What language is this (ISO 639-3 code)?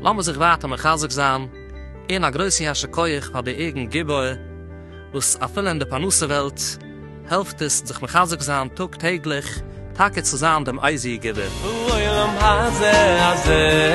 yid